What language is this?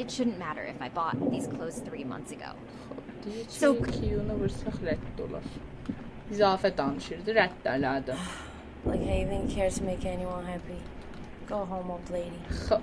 South Azerbaijani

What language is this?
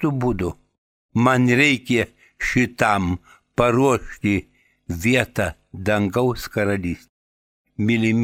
Lithuanian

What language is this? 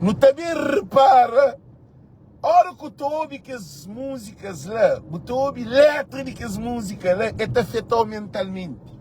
Kabuverdianu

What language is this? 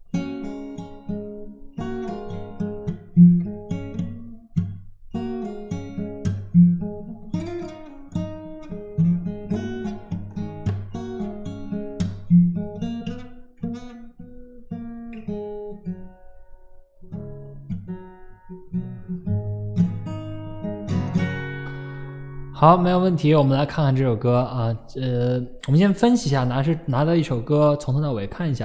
Chinese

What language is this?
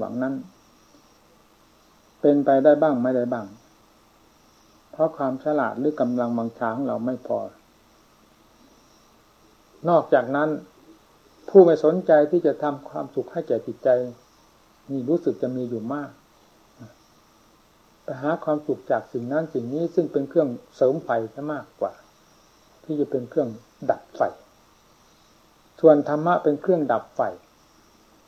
Thai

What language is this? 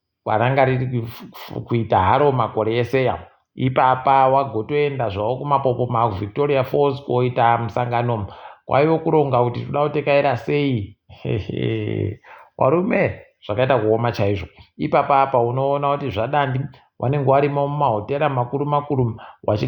Ndau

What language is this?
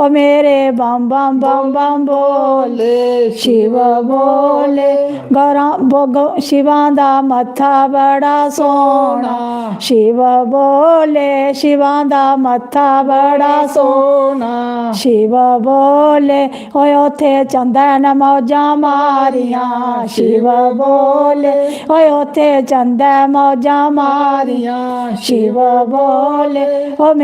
Dogri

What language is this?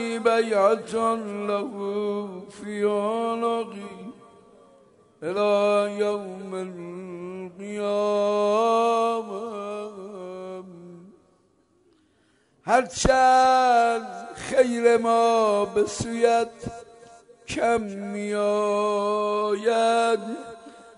Persian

